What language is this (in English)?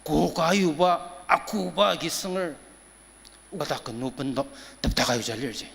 Ao Naga